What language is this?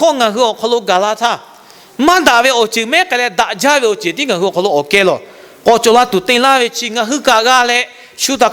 Lahu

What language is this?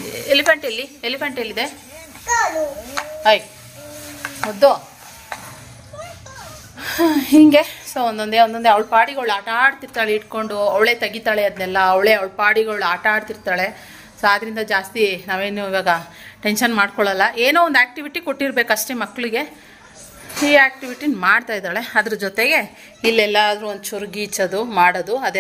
Kannada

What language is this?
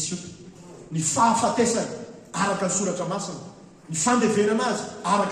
Malagasy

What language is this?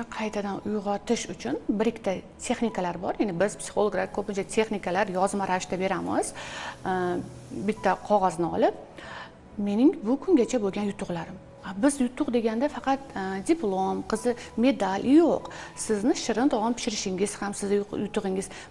Uzbek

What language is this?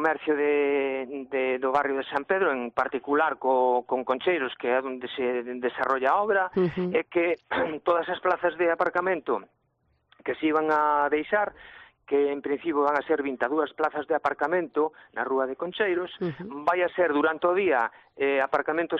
Galician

